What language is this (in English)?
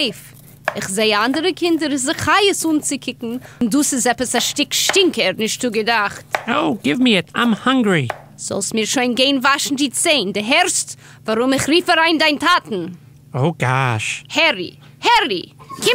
Yiddish